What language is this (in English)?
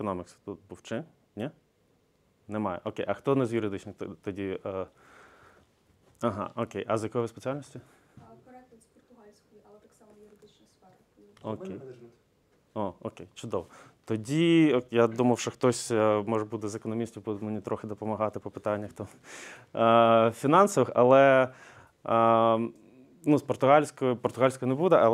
Ukrainian